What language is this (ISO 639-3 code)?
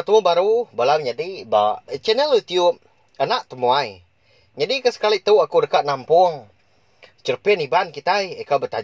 iba